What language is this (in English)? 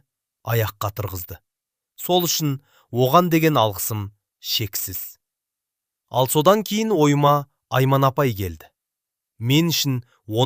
Kazakh